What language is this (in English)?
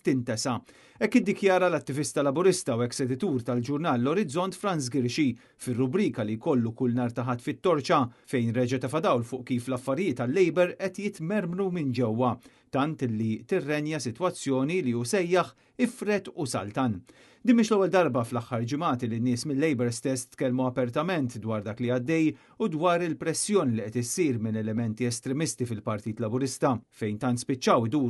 Maltese